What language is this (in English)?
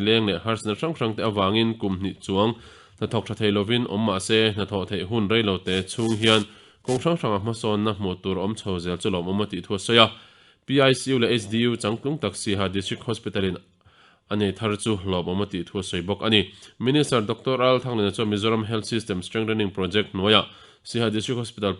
Mizo